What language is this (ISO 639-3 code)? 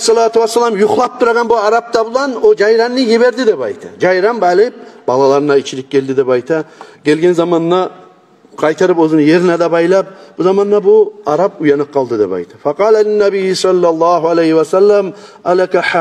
kum